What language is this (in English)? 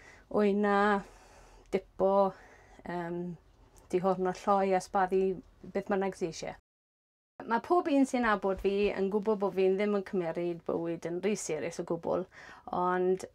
Welsh